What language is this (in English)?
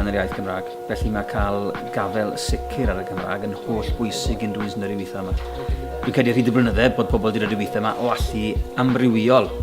Welsh